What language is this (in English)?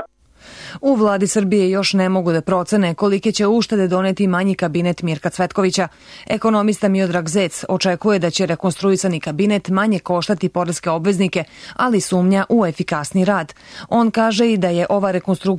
Serbian